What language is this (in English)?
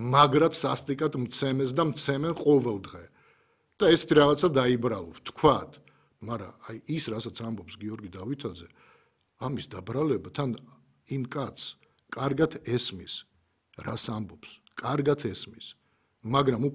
Georgian